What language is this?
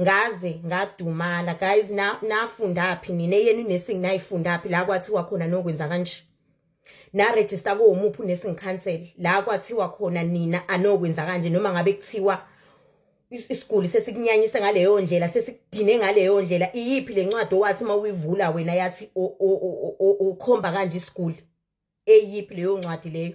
Zulu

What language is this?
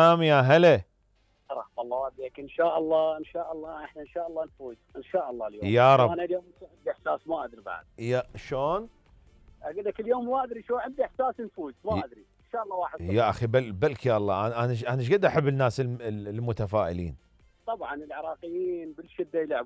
Mesopotamian Arabic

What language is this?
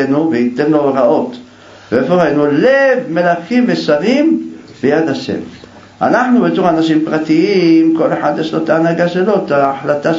Hebrew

